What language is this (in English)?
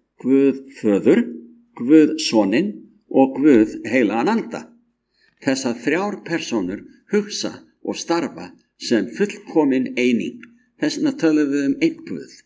Icelandic